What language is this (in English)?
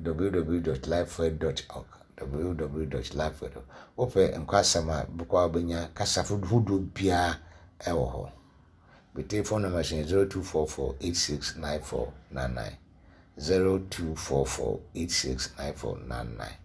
Akan